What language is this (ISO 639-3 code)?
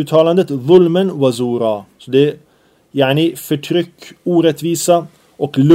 swe